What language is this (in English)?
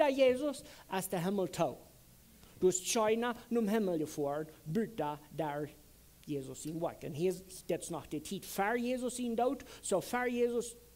Plautdietsch